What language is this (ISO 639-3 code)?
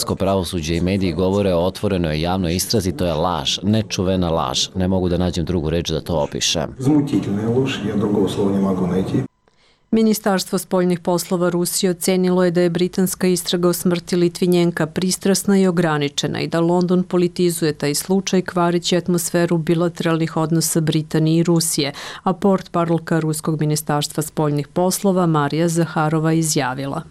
srp